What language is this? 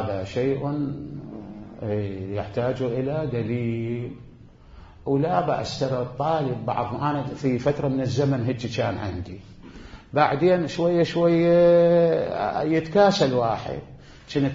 Mesopotamian Arabic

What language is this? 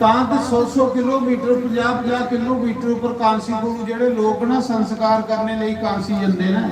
Dogri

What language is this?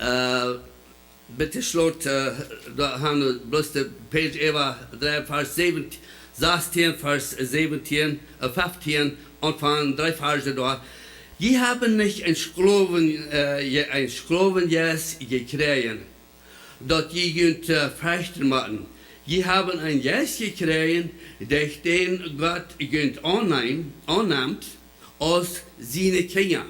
Plautdietsch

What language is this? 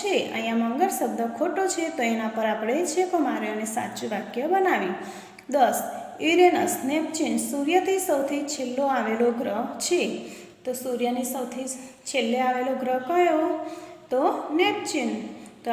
Gujarati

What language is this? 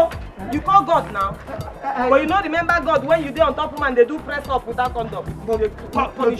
Nigerian Pidgin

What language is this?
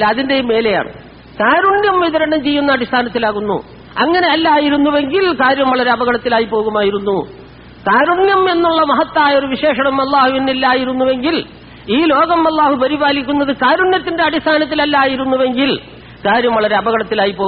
Malayalam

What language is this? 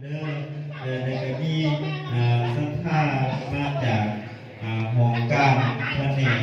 Lao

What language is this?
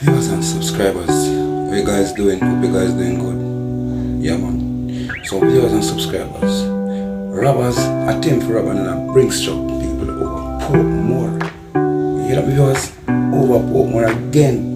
Jamaican Creole English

